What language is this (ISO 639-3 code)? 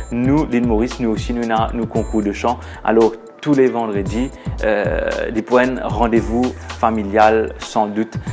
mfe